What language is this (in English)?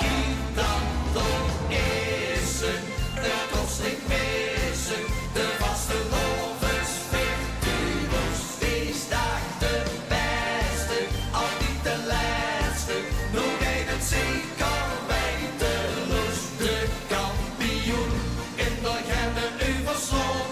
Limburgish